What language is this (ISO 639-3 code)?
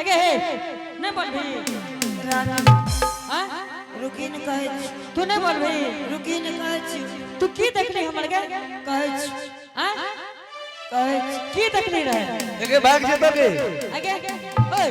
anp